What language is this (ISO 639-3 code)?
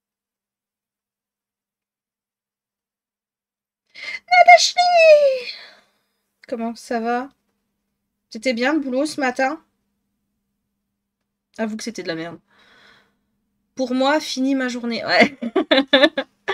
fra